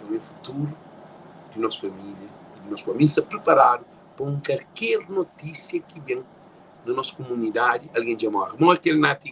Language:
Kabuverdianu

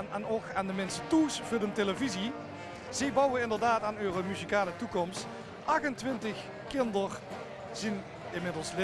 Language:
Limburgish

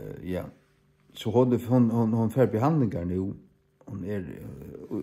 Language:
Faroese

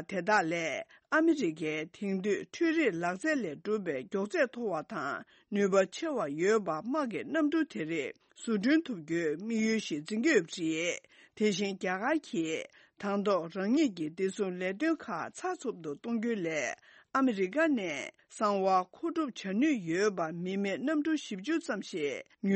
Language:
Tibetan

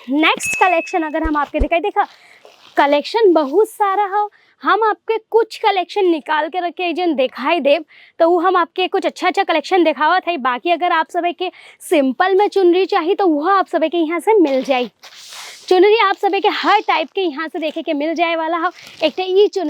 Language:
Bhojpuri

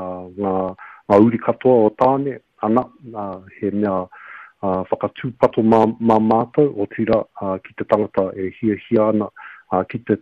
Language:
Māori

